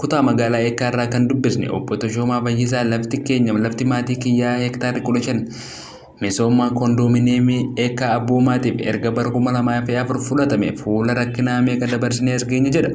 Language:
Oromo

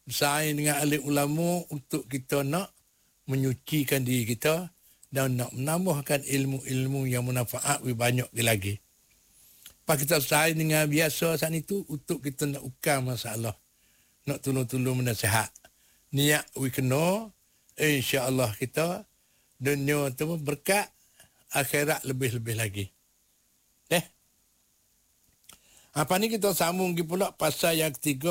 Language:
Malay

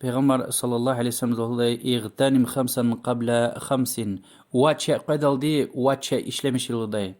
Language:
Lezghian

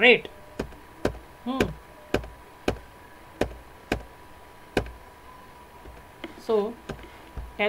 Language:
Kannada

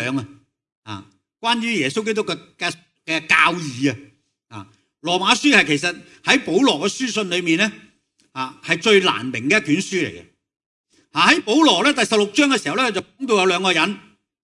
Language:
Cantonese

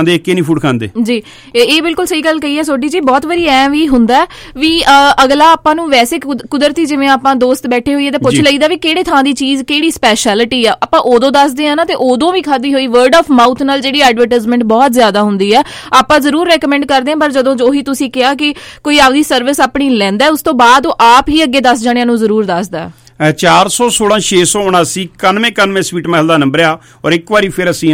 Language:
Punjabi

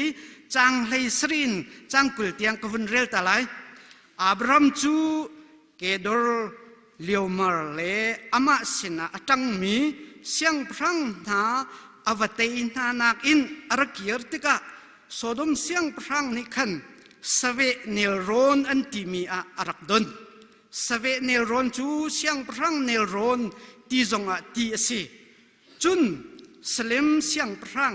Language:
Hakha Chin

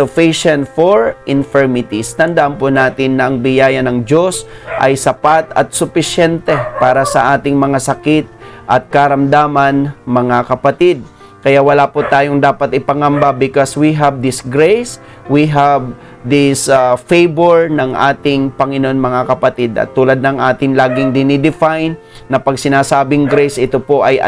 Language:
Filipino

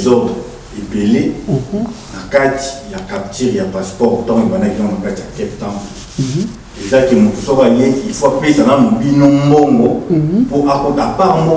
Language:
Lingala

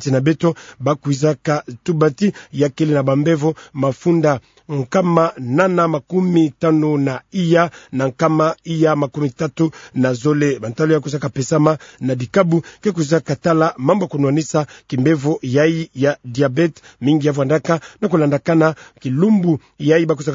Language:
Kituba (Democratic Republic of Congo)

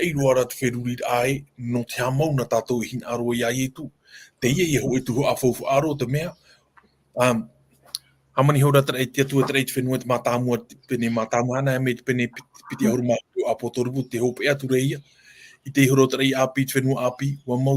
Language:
Tahitian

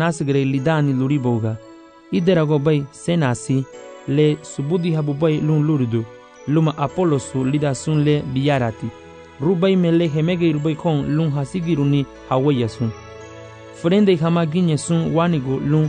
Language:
Garifuna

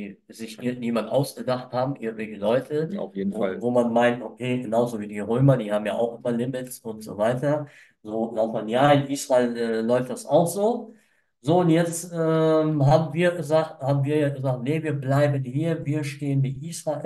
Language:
German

